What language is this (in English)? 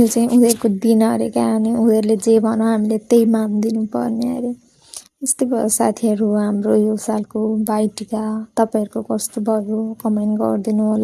Nepali